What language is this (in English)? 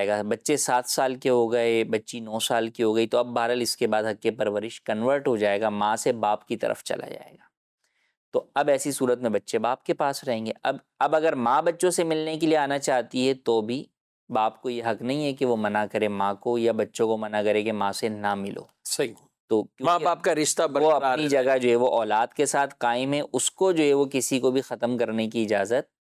Urdu